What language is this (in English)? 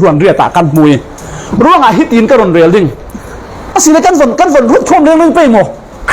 Falam Chin